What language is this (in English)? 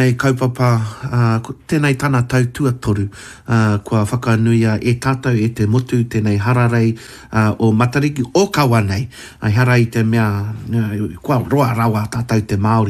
Māori